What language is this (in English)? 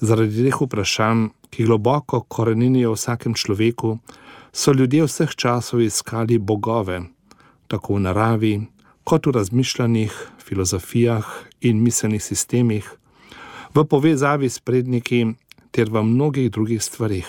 Slovenian